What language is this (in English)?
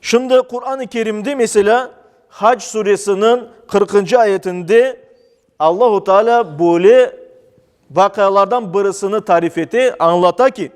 Crimean Tatar